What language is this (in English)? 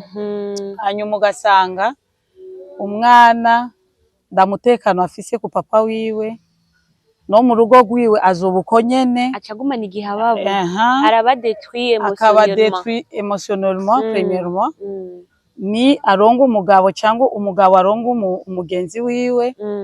Rundi